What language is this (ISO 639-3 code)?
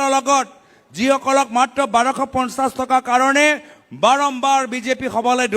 asm